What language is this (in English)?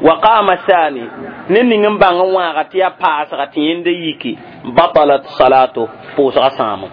Mossi